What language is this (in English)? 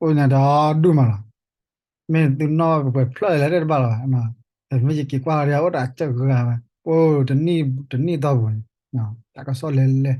S'gaw Karen